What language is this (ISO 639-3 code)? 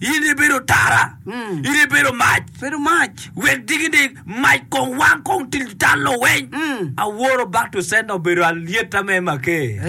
ach